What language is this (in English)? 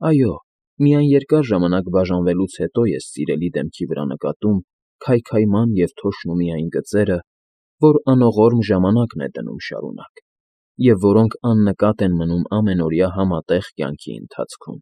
Armenian